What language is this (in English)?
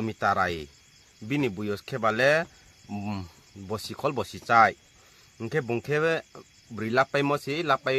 Riang (India)